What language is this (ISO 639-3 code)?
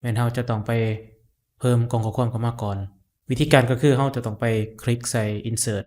lao